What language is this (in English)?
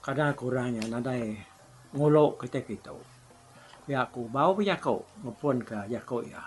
Iban